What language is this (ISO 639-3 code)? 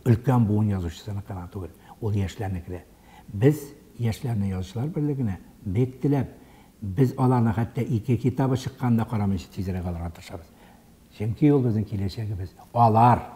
tat